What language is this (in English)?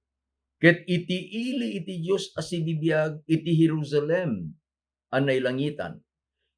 Iloko